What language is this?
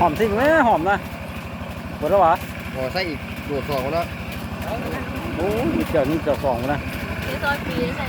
Lao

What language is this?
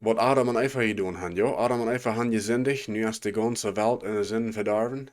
Plautdietsch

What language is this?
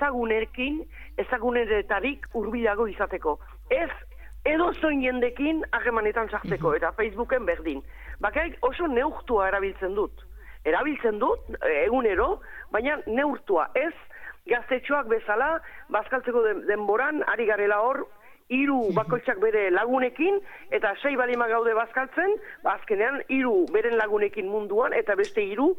Basque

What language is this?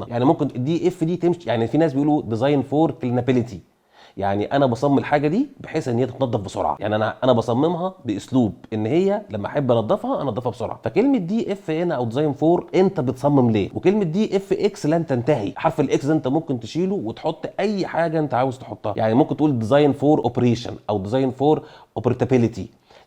Egyptian Arabic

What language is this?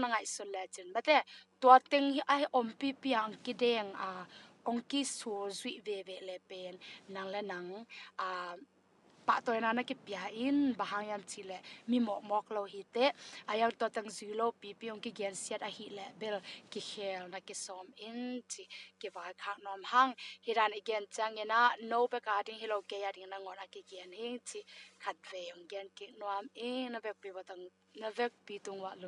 Tedim Chin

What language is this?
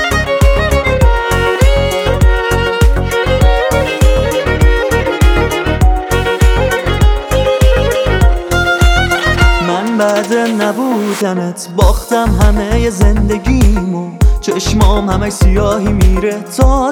Persian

